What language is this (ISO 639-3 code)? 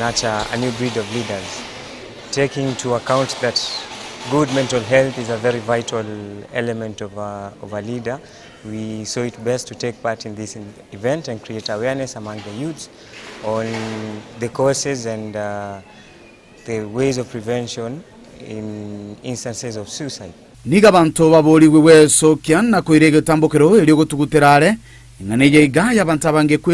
guz